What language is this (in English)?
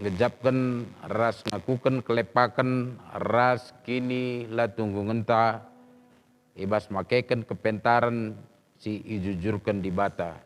Batak Karo